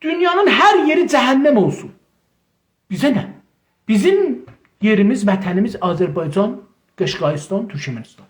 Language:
South Azerbaijani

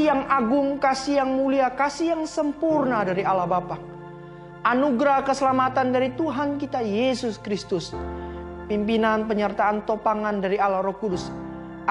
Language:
Indonesian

